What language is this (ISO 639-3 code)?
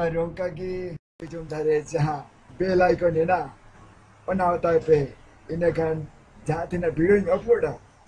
sat